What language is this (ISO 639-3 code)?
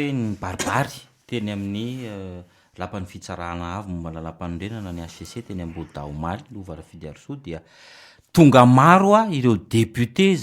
mlg